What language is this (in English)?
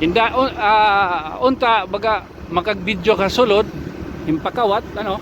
Waray